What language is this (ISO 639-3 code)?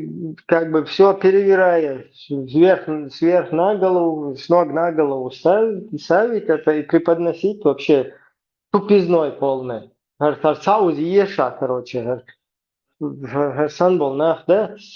che